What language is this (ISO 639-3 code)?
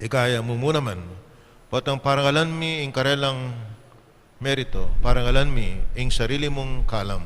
pam